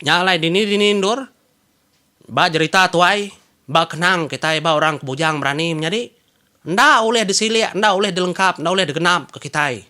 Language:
Iban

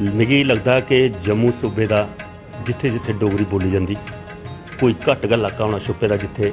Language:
Dogri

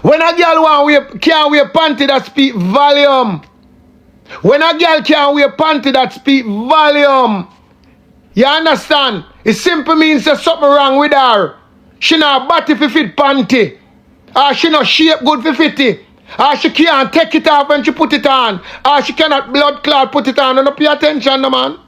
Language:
Jamaican Creole English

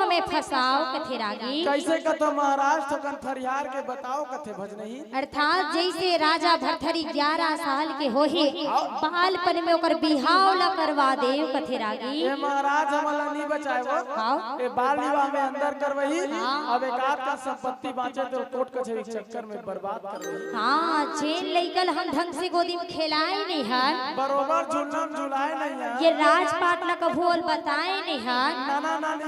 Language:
Chhattisgarhi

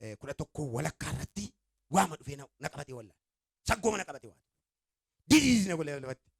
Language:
Oromo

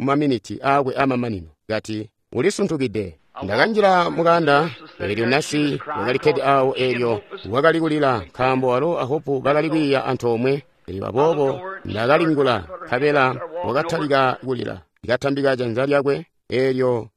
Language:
Tonga (Zambia)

